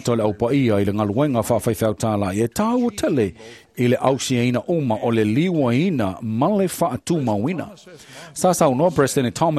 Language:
Samoan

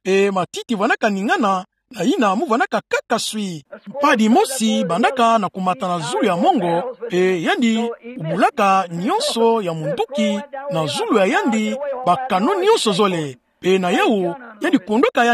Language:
Kituba (Democratic Republic of Congo)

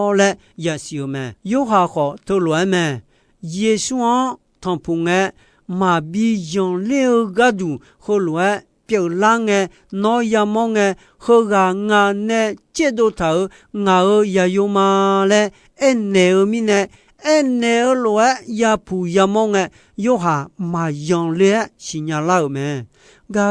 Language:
Akha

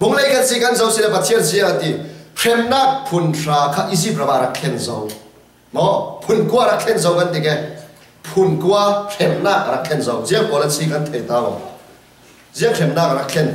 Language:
Falam Chin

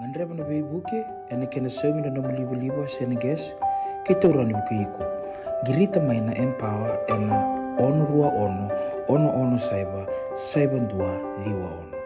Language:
Fijian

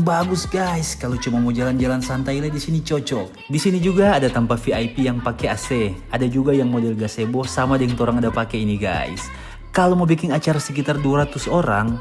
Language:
Manado Malay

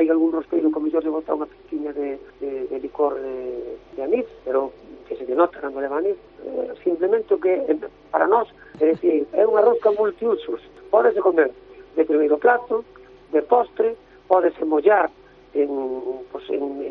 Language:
Galician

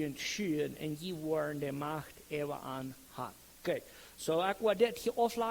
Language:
Plautdietsch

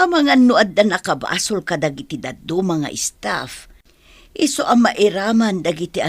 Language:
Iloko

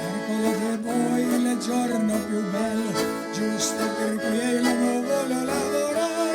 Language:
Venetian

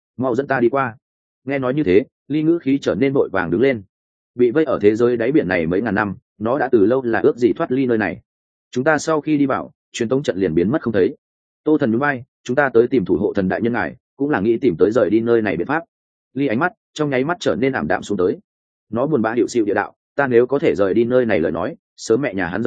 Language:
Vietnamese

